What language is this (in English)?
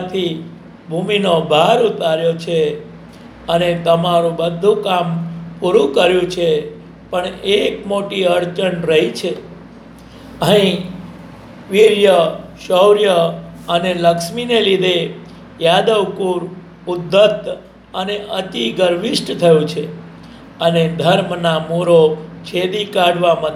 Gujarati